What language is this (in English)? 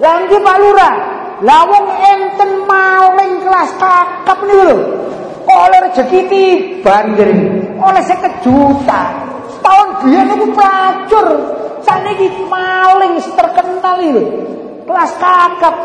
Javanese